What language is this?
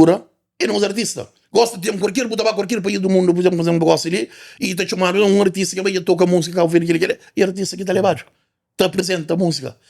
Kabuverdianu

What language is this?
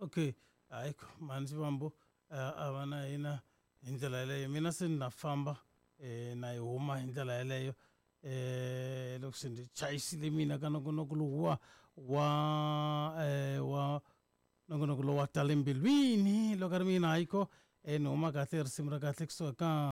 Tsonga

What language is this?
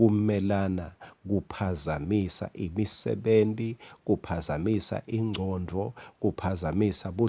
Swati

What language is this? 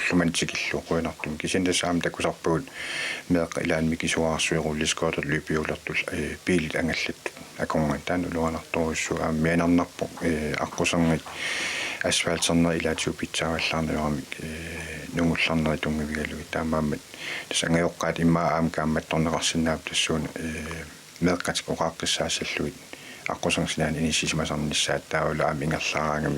Kalaallisut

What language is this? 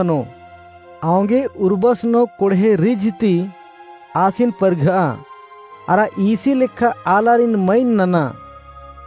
Kurukh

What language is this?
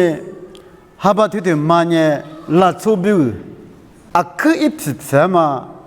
Lisu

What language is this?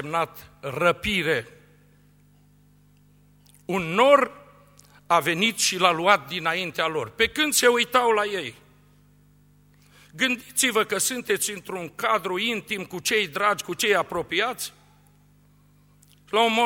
Romanian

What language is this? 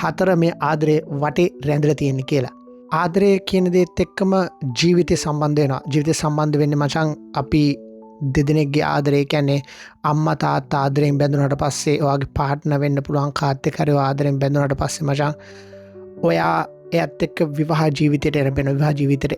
Sinhala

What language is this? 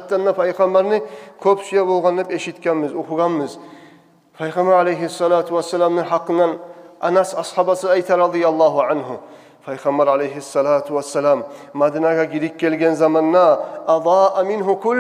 Kumyk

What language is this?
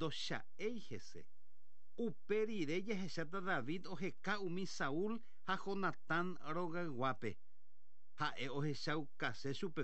Guarani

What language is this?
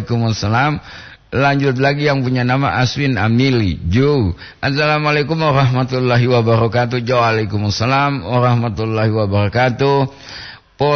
Gorontalo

